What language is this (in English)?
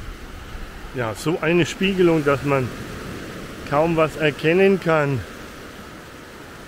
German